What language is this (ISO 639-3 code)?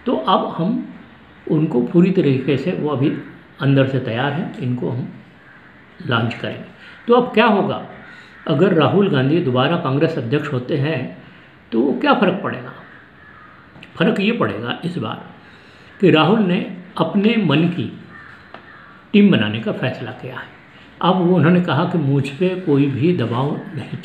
hin